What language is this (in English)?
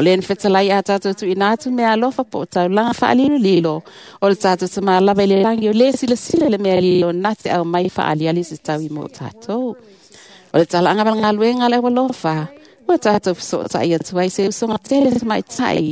Samoan